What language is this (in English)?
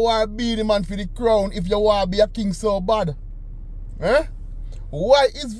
Jamaican Creole English